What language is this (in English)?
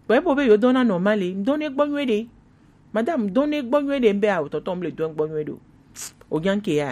Gen